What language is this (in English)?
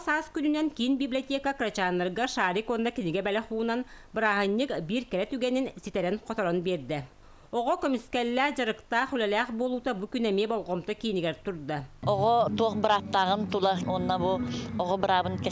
Yakut